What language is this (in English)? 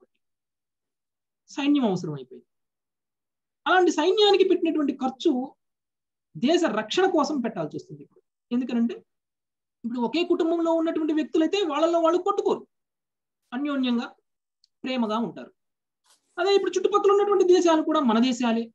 Telugu